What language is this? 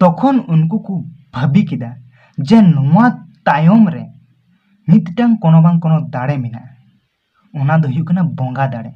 Santali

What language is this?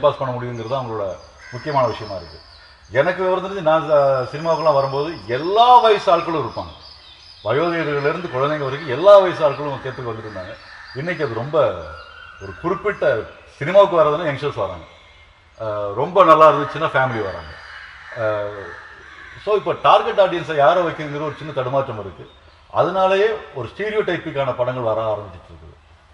Tamil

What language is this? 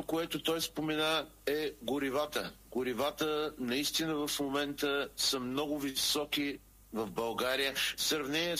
Bulgarian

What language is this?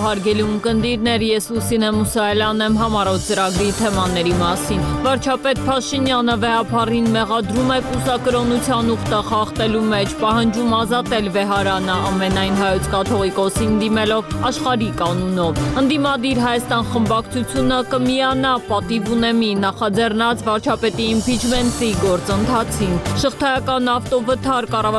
Armenian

